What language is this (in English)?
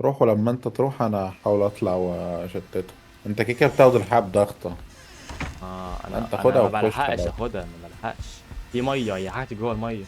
Egyptian Arabic